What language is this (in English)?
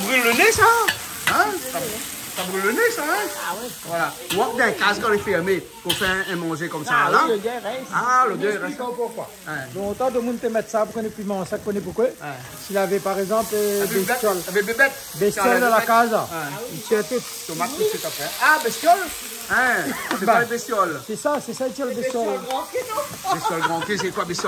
Réunion Creole French